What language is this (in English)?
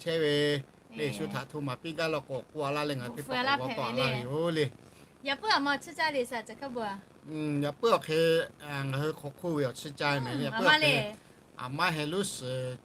Lahu